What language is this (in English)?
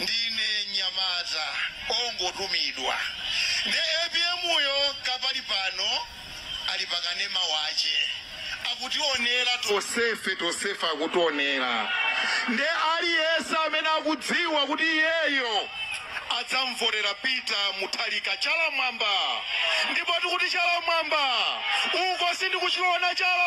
Nyanja